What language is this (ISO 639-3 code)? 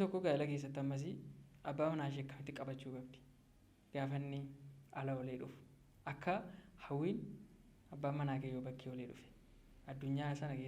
orm